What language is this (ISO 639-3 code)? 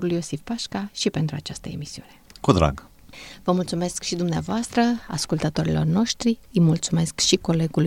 ron